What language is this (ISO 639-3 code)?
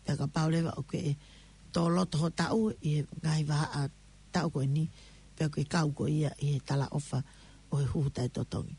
ton